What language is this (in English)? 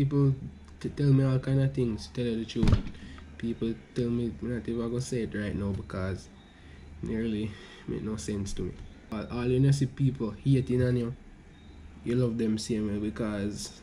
Jamaican Creole English